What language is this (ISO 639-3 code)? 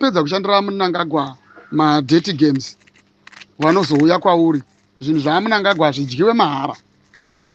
sna